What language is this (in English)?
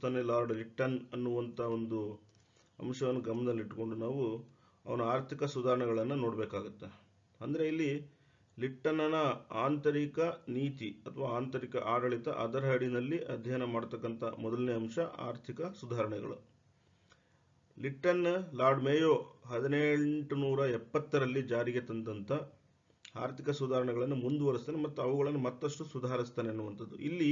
Kannada